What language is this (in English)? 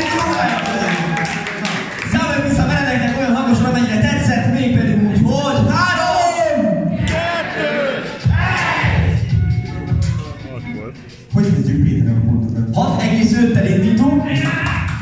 Hungarian